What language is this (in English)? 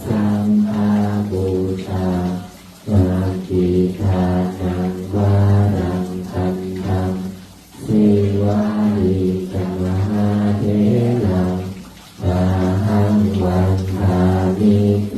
Pali